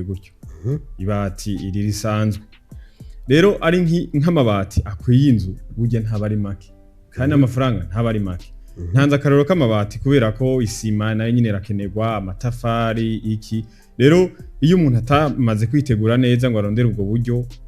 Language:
Rundi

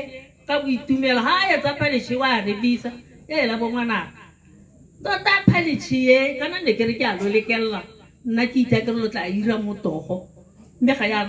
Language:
Tswana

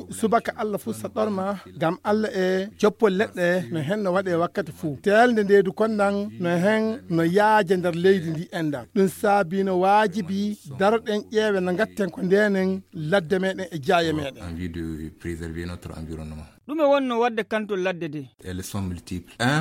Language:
Estonian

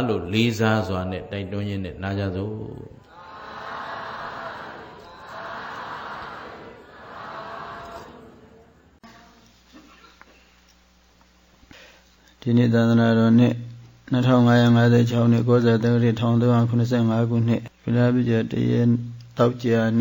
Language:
Burmese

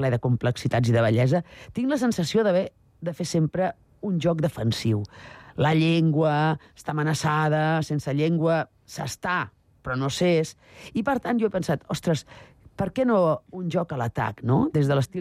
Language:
Catalan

